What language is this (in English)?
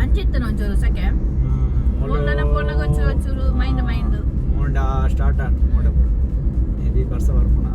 Tulu